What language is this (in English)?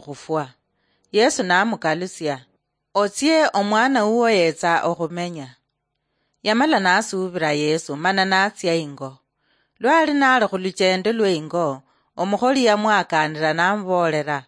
Luyia